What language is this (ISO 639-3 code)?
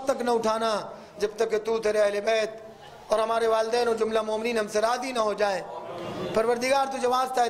urd